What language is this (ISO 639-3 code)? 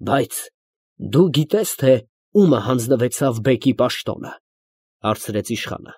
hye